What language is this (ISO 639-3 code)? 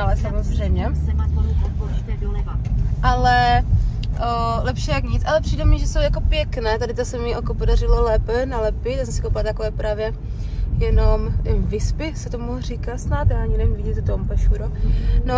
ces